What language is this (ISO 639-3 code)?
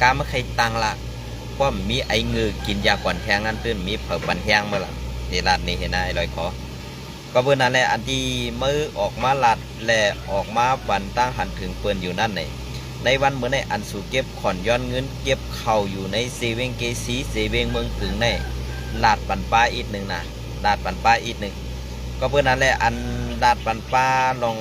shn